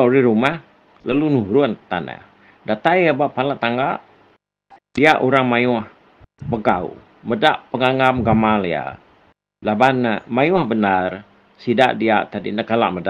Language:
Iban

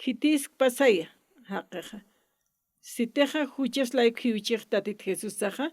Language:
Aymara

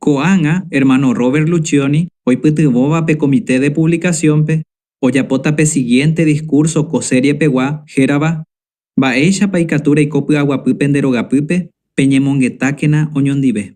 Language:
Guarani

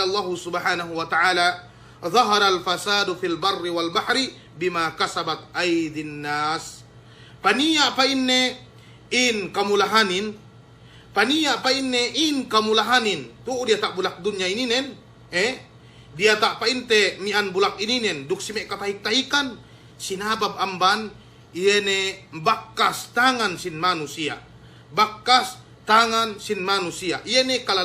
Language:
Yakan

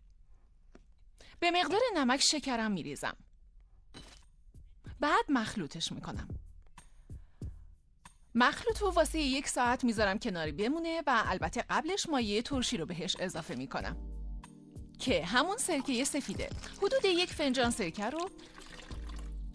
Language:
Persian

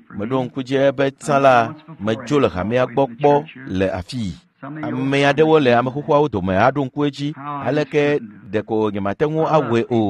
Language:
Ewe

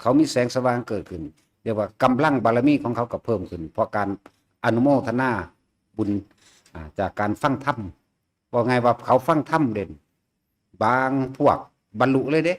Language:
Lao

